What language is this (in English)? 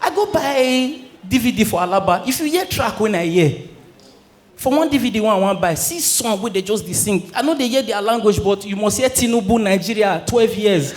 Nigerian Pidgin